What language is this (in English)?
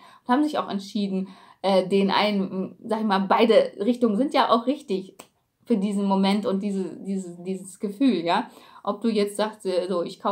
German